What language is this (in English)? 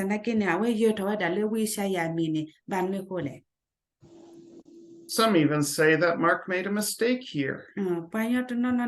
S'gaw Karen